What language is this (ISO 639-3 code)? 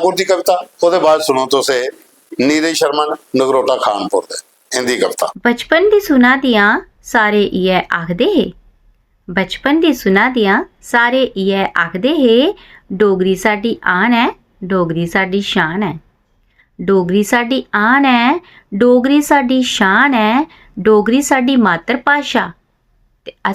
doi